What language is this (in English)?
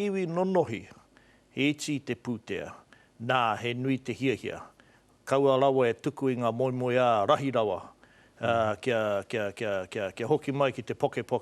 Māori